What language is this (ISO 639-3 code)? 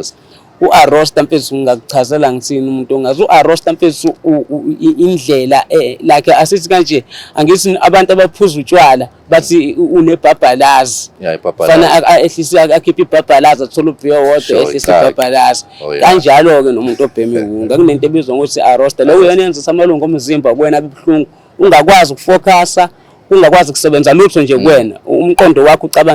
zul